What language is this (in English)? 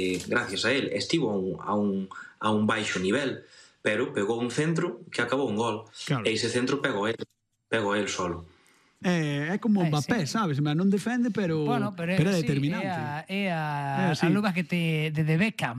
Galician